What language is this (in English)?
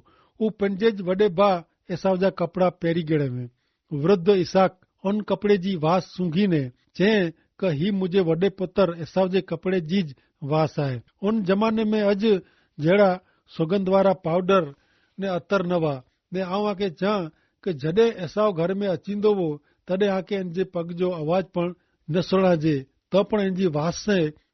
Kachhi